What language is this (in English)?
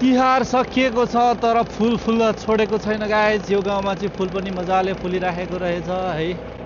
Nepali